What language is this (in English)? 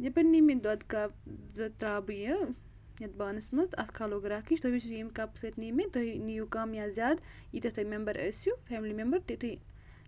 Kashmiri